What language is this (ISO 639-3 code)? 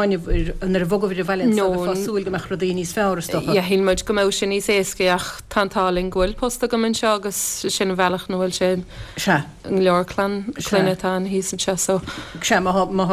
gle